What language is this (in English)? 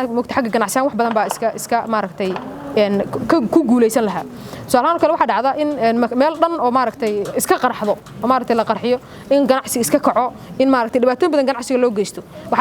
Somali